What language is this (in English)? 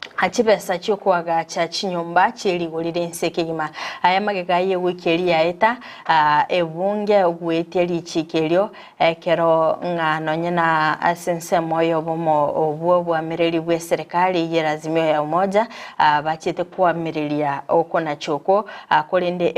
Gusii